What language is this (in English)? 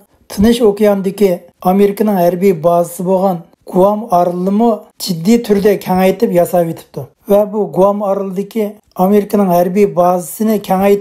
Uyghur